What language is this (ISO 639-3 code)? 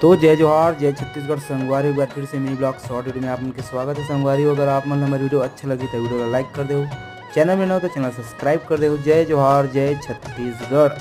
hne